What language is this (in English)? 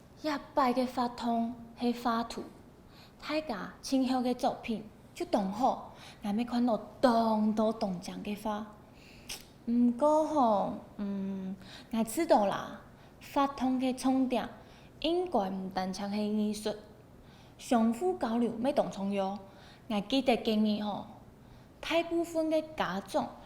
Hakka Chinese